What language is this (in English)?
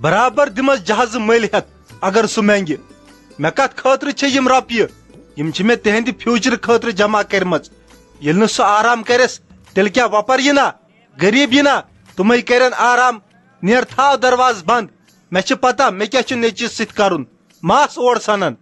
Kashmiri